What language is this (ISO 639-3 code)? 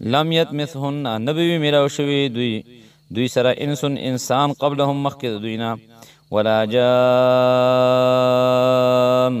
pus